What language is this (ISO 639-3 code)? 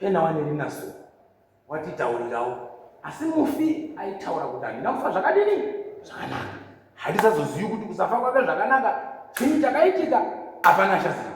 sna